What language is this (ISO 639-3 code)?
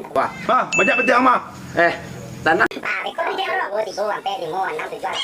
min